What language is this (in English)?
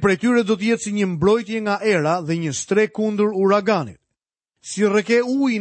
Albanian